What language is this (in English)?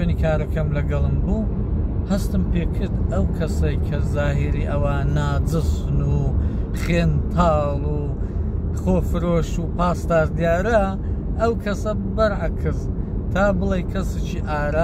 Central Kurdish